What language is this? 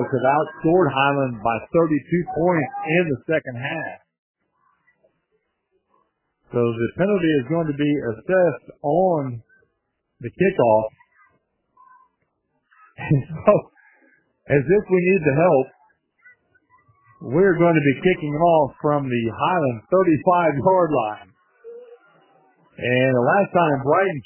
English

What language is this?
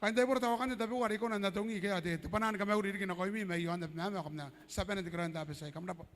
Gilbertese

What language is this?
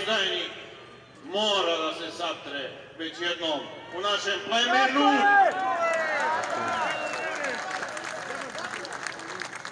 Serbian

